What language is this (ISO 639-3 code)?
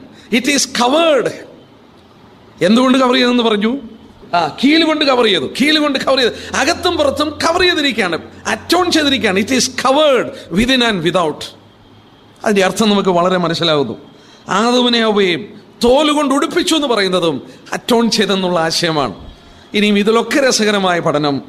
mal